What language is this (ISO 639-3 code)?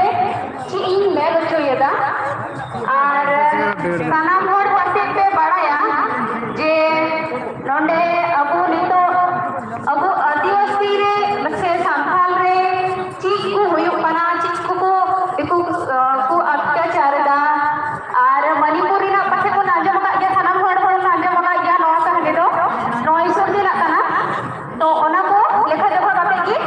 sat